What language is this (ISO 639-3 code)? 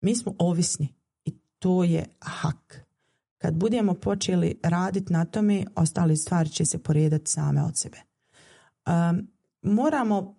bos